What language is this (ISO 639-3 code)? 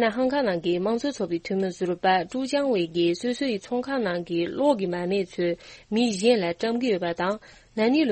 bod